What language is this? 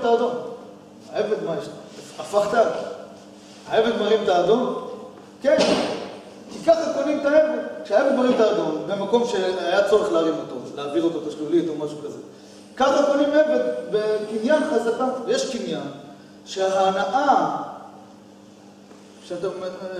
Hebrew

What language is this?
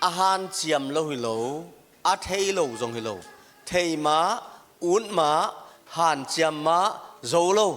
Tedim Chin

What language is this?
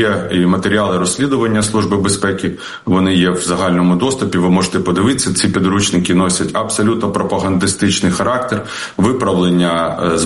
Ukrainian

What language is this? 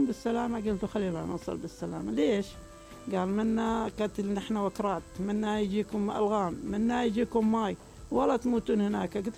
Mesopotamian Arabic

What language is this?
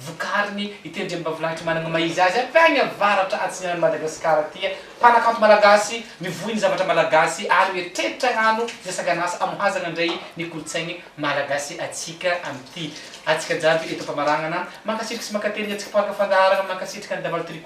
Malagasy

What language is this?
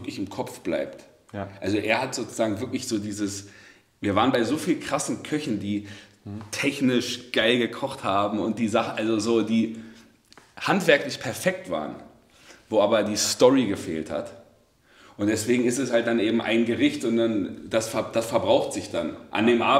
German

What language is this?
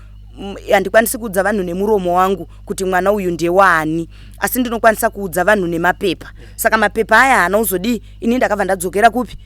Shona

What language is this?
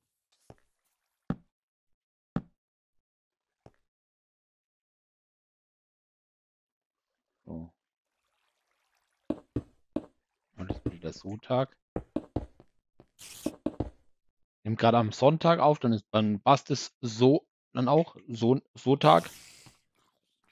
German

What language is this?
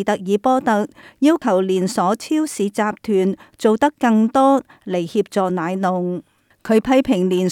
Cantonese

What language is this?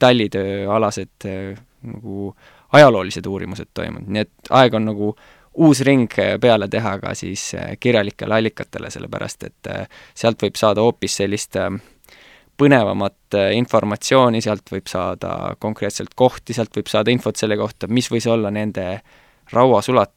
Estonian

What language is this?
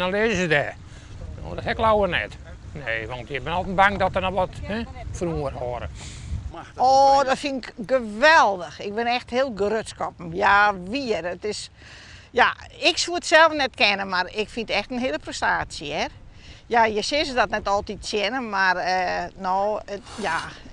Western Frisian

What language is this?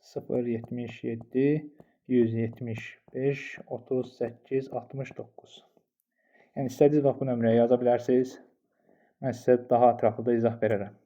Azerbaijani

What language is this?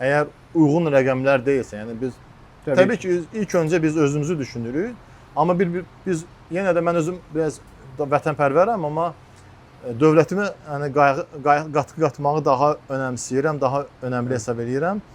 Azerbaijani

